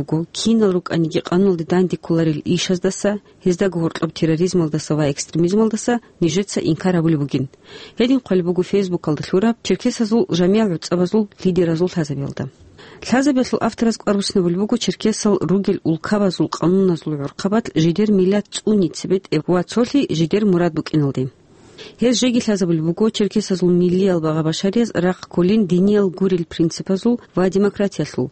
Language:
Avaric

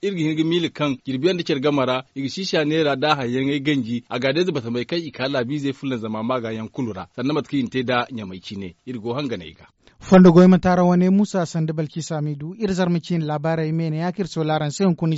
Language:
Zarma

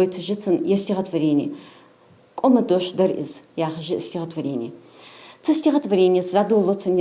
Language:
Ingush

